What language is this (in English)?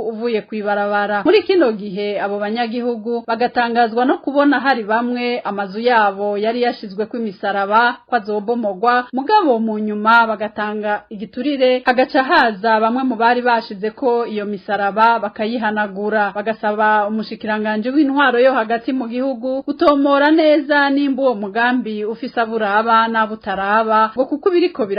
Rundi